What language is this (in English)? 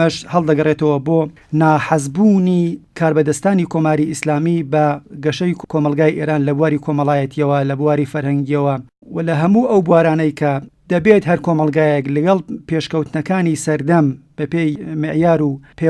Central Kurdish